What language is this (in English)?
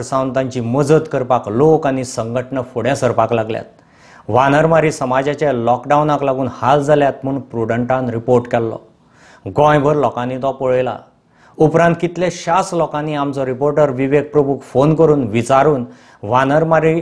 Konkani